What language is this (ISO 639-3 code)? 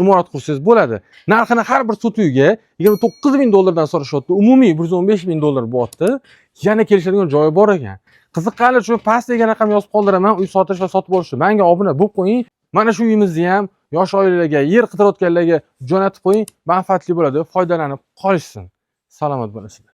uzb